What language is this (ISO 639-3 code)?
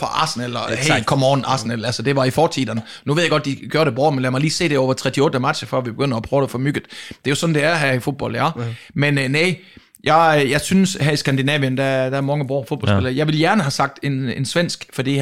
dan